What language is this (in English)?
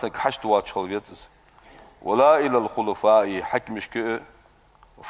Ingush